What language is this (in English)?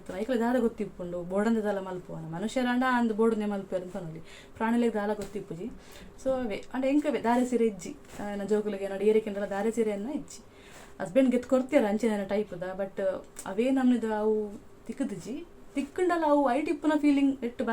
Tulu